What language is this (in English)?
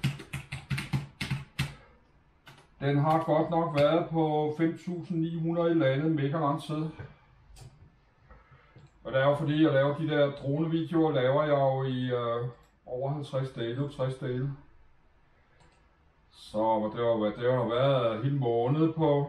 Danish